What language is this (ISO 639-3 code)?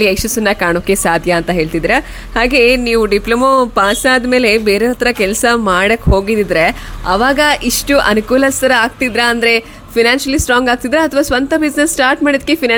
kan